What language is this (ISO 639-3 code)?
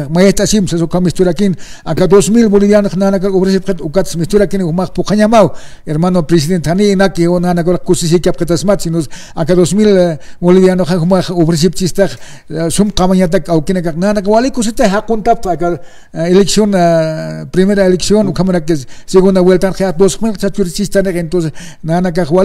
aym